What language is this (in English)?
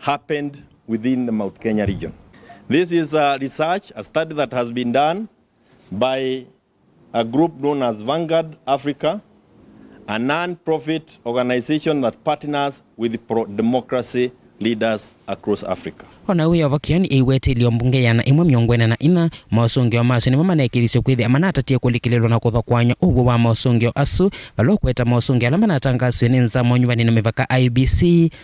Kamba